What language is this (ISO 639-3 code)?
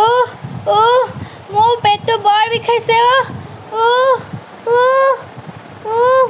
asm